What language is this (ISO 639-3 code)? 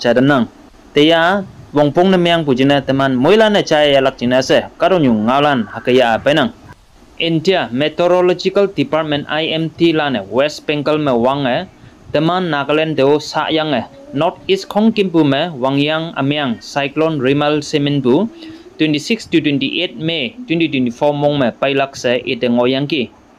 nbe